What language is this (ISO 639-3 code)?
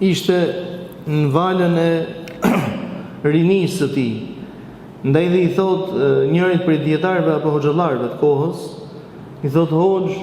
sqi